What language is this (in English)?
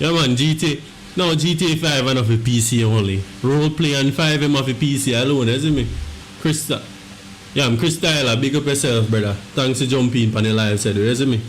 Jamaican Creole English